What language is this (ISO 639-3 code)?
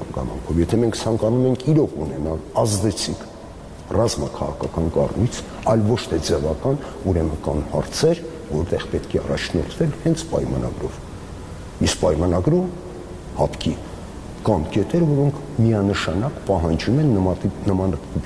hye